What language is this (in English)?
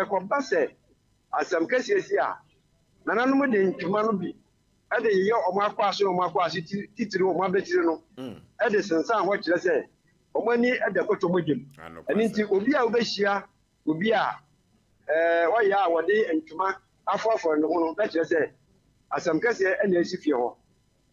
Akan